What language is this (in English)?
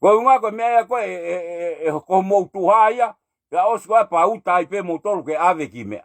Tongan